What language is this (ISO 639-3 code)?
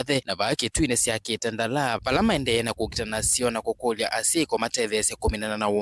kam